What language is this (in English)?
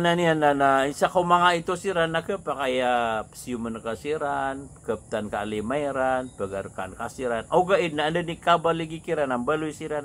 Maranao